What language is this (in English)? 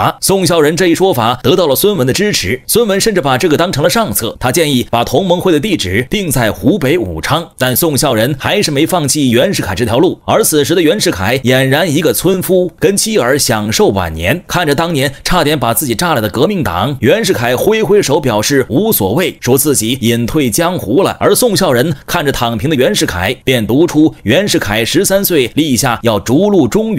Chinese